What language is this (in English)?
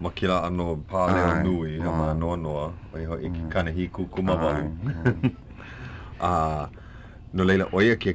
Hawaiian